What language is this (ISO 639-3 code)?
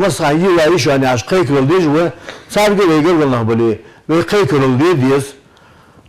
inh